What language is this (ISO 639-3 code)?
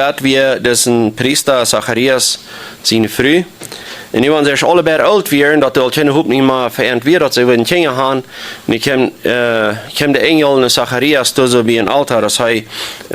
pdt